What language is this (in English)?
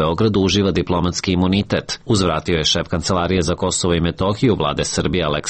Serbian